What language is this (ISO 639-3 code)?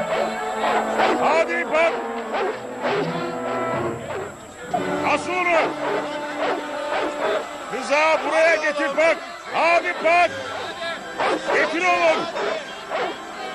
tur